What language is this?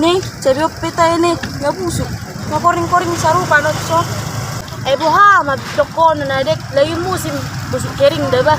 Batak Toba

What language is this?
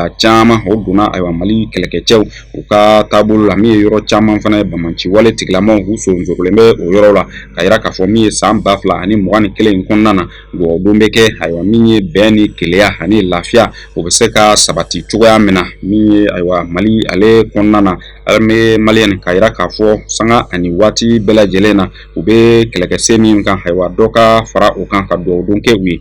Bambara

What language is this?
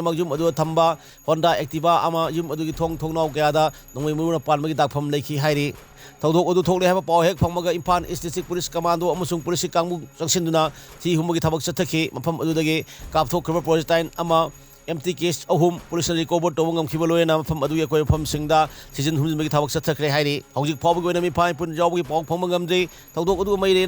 Manipuri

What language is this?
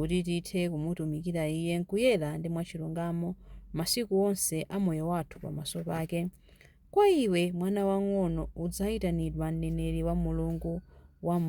Nyanja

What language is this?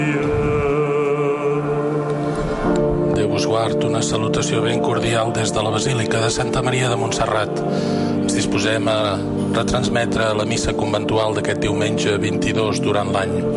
Catalan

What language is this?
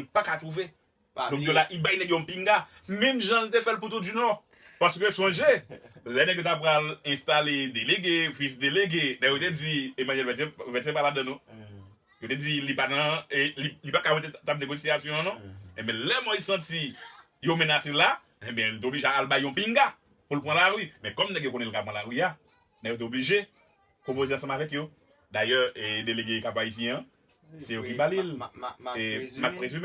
Haitian Creole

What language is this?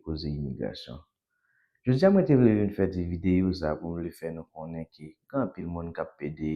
Haitian Creole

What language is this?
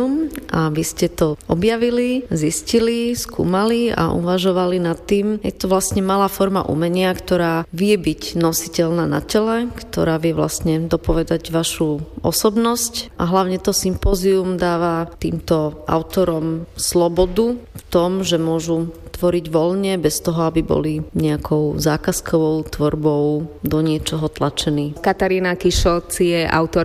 Slovak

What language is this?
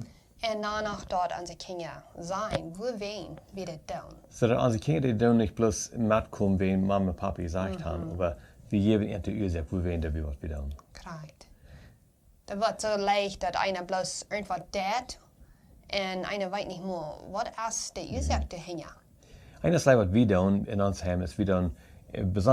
Plautdietsch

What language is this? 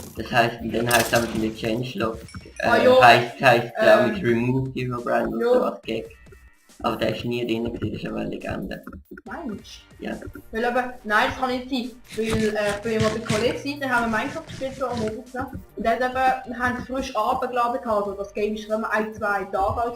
Swiss German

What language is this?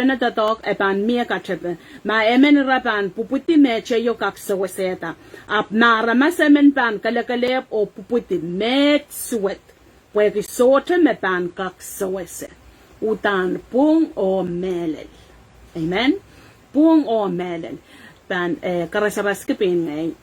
Pohnpeian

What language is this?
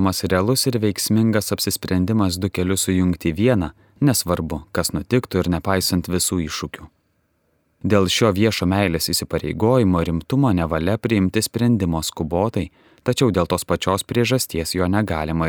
Lithuanian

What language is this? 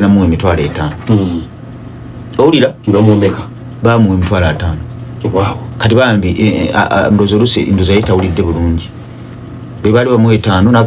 Ganda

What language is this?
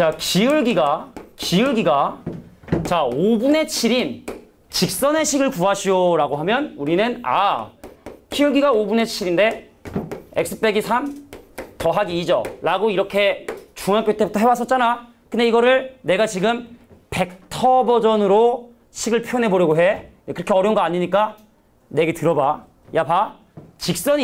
Korean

